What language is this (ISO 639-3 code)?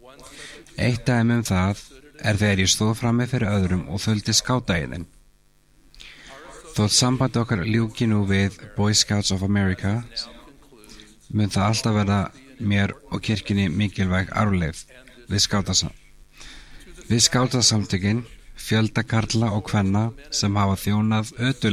isl